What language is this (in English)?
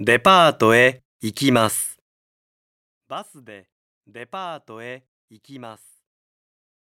Japanese